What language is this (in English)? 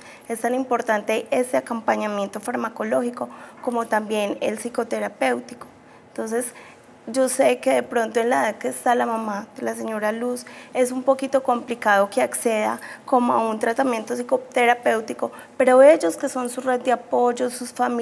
Spanish